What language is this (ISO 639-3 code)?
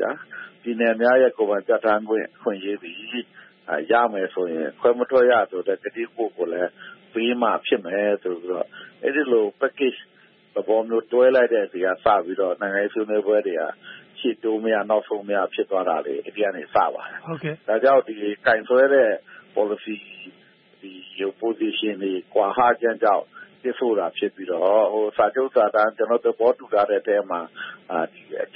mya